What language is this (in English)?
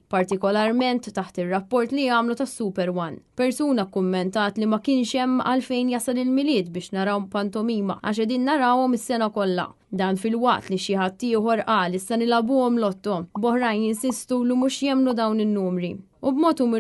Maltese